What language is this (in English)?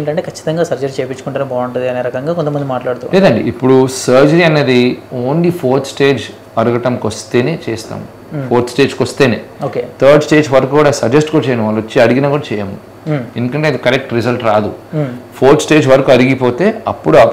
Telugu